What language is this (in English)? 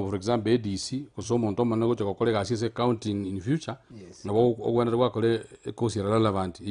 Gusii